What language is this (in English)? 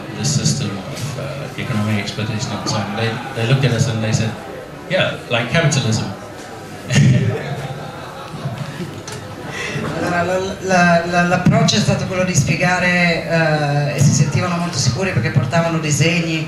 Italian